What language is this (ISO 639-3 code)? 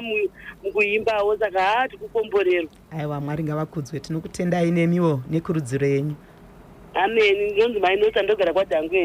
sna